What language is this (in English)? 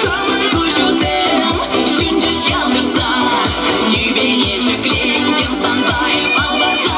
Chuvash